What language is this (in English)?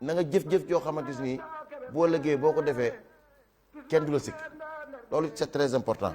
Wolof